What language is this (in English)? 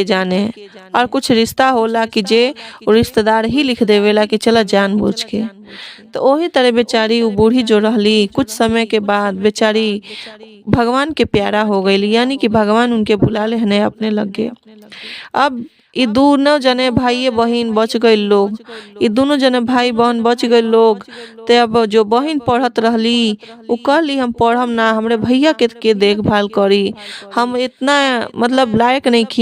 Bhojpuri